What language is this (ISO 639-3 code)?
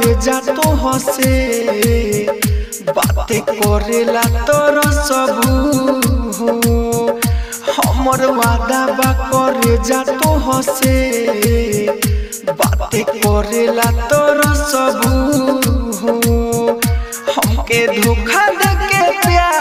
bho